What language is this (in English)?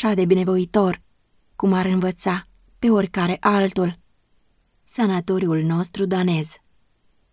Romanian